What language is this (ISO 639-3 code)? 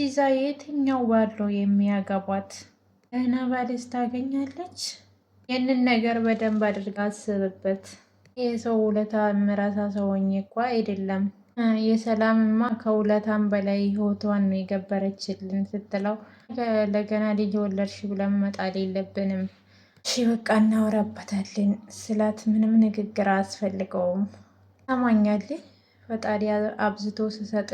amh